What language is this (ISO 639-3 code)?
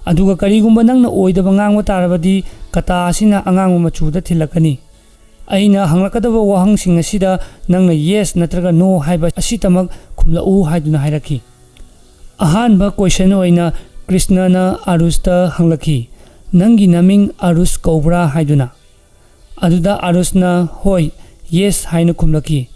mni